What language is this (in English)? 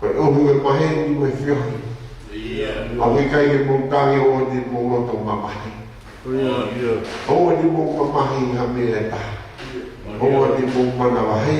Tongan